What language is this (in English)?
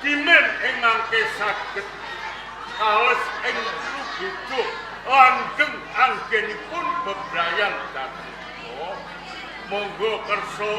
Javanese